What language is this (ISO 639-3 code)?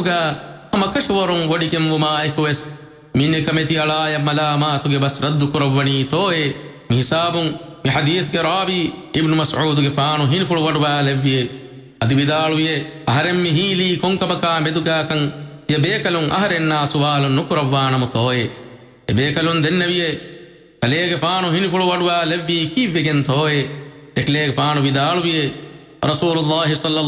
div